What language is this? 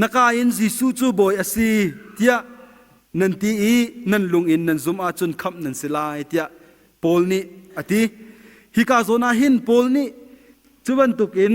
Hakha Chin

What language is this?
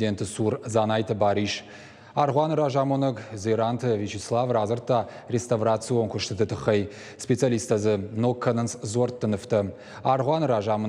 Ossetic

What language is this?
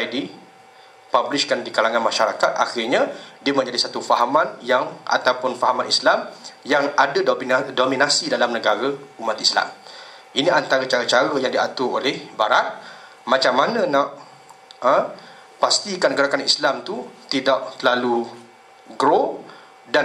Malay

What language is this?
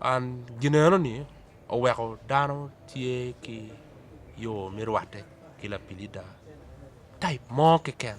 Acoli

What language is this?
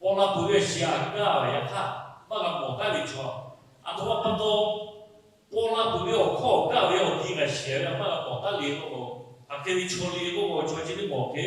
Lahu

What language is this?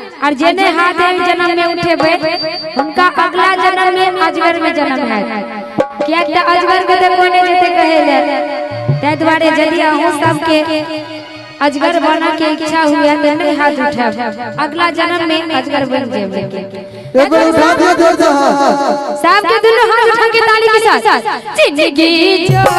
Maithili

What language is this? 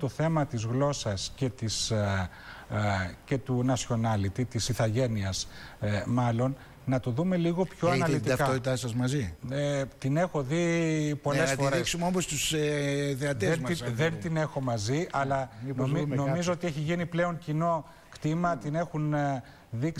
Greek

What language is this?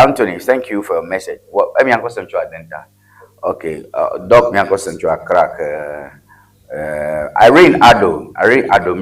Ewe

